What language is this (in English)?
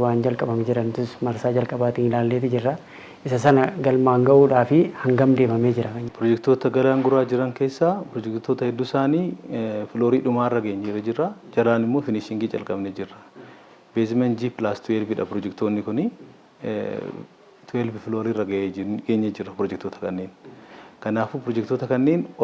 Oromo